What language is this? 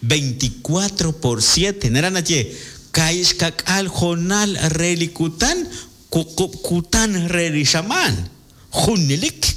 Kekchí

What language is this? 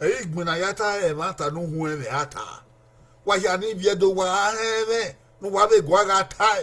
Bini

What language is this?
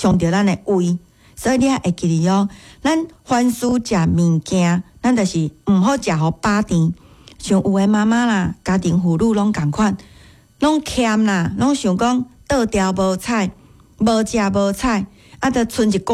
Min Nan Chinese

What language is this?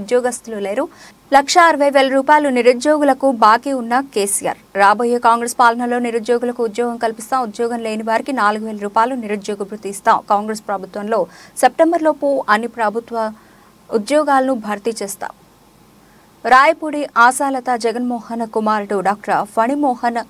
Telugu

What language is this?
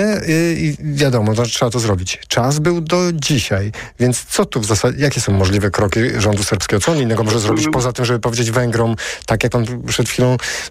Polish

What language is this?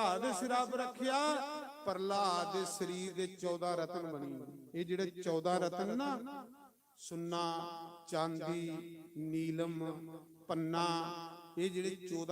Dogri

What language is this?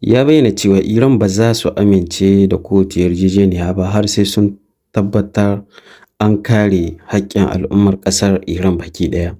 Hausa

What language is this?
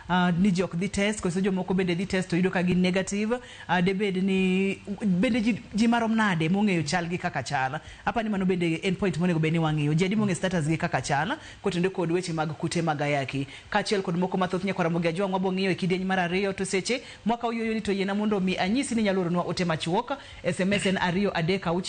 Luo (Kenya and Tanzania)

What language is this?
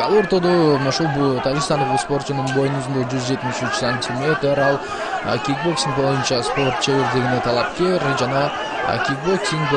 Kyrgyz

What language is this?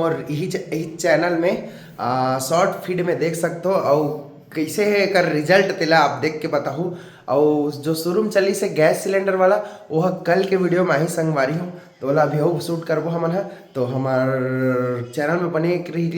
Chhattisgarhi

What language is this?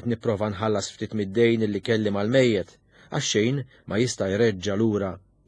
Maltese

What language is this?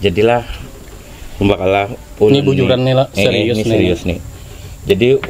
Banjar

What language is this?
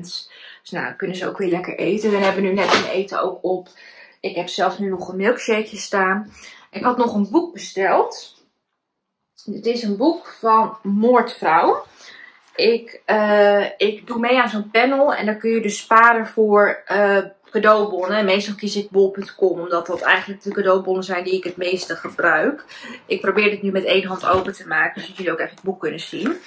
Dutch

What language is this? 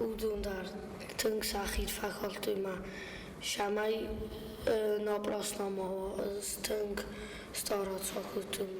Ossetic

